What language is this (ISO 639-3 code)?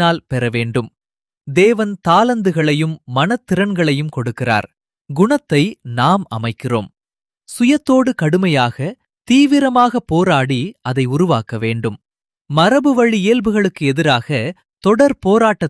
tam